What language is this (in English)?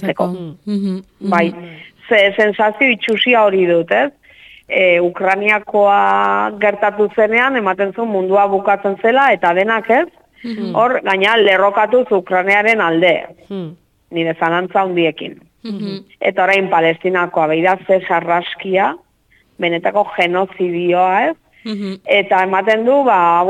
Basque